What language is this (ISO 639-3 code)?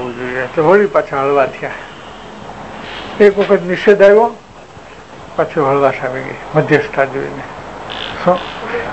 guj